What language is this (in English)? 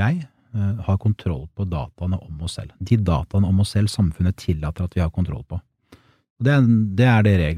Norwegian